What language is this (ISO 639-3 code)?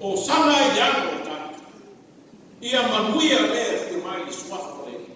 smo